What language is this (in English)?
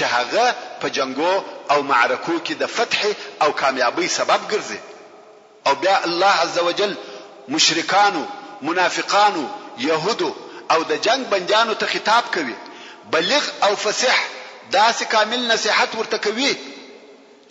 Pashto